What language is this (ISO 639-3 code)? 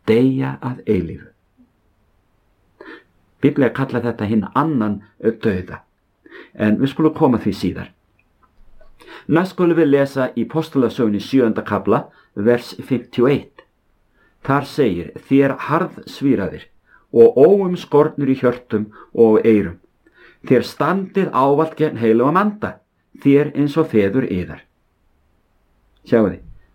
isl